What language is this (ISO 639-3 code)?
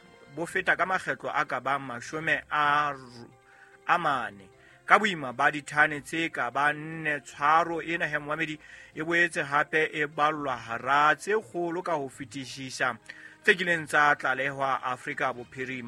sot